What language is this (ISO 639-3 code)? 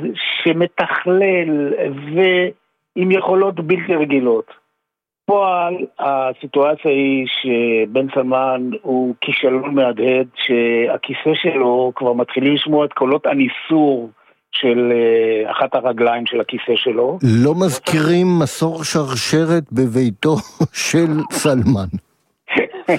heb